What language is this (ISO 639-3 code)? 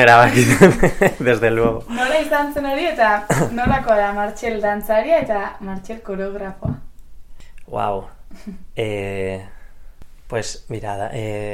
eus